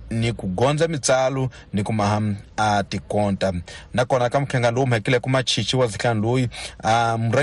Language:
Tsonga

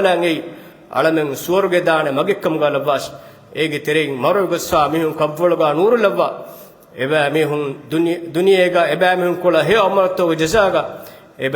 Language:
Divehi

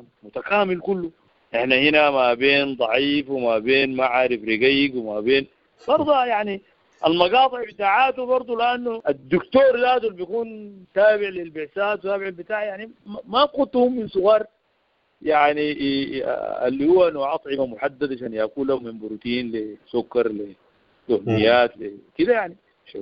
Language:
Sudanese Arabic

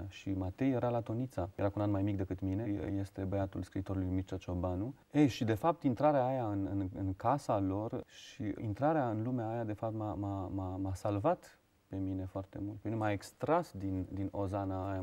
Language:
Romanian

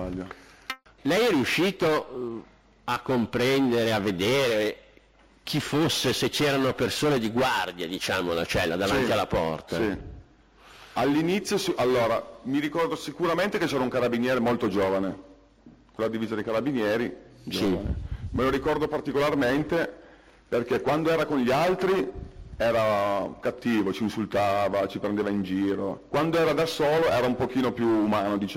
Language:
Italian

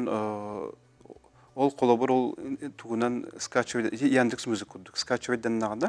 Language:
Yakut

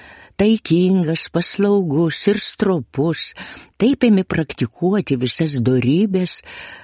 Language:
Lithuanian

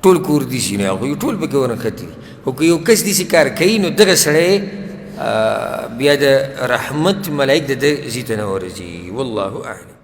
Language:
Pashto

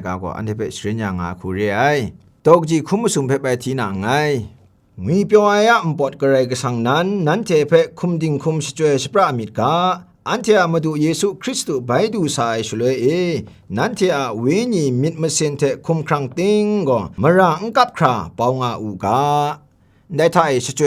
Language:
Kachin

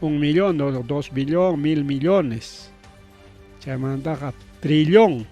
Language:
Ayacucho Quechua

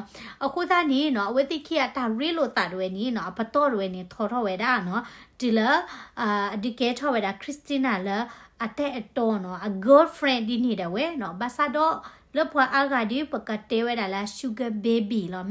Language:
S'gaw Karen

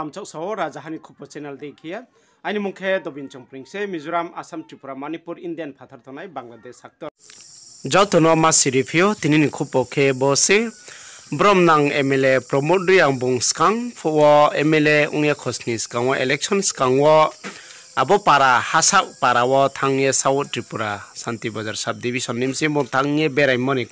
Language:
Riang (India)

